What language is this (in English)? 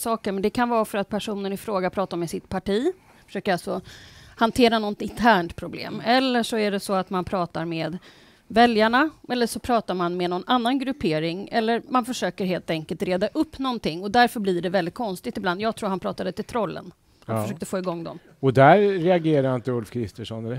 Swedish